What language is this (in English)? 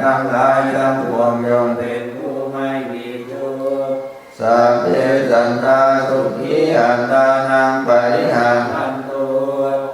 Pali